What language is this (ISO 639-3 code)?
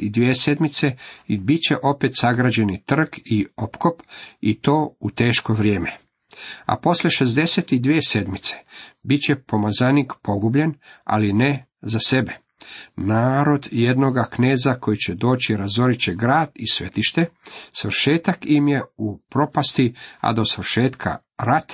hrv